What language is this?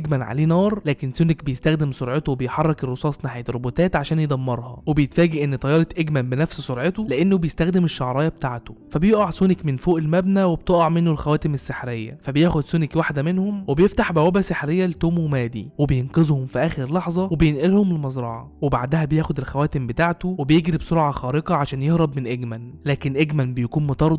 Egyptian Arabic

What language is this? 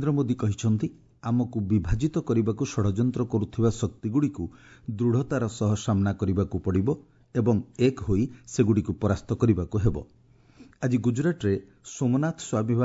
Odia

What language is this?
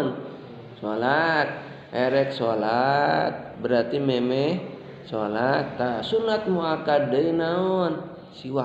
Sundanese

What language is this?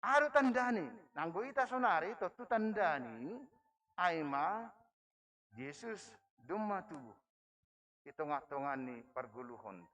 Batak Simalungun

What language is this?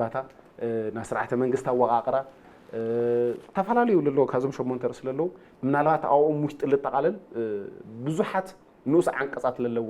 Tigrinya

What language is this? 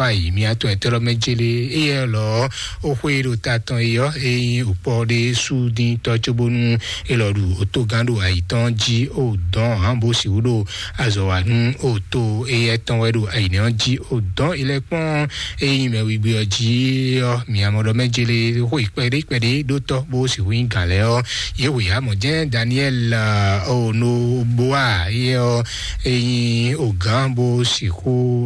Fon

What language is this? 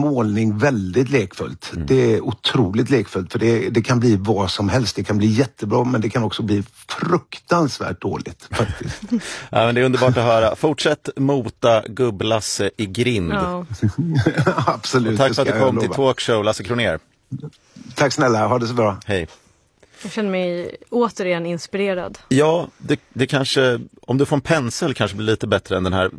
Swedish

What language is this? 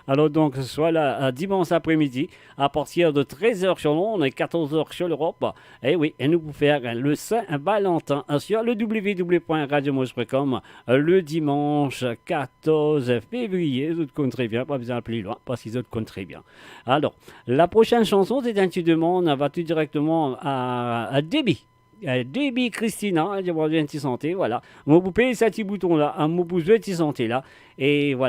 Morisyen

